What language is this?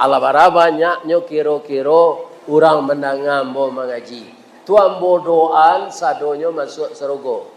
Minangkabau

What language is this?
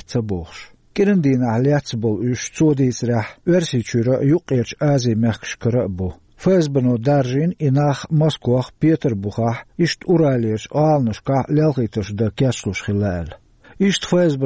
Chechen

